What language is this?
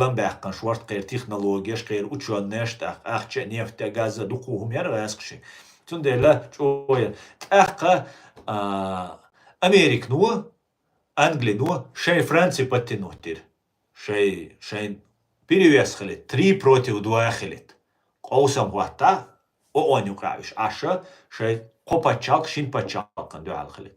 Chechen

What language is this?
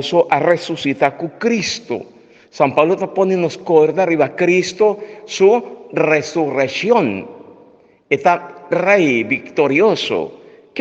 Papiamento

